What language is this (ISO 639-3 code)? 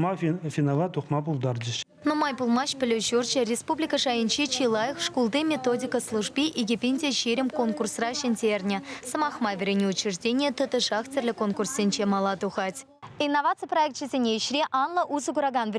chv